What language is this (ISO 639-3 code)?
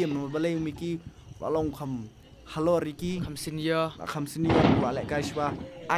kha